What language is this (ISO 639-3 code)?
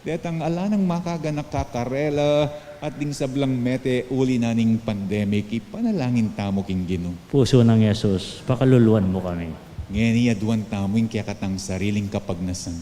pam